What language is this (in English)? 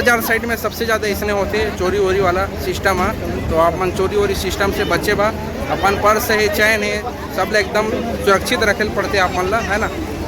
Chhattisgarhi